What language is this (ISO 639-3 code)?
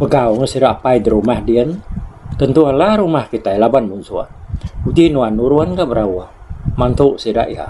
iba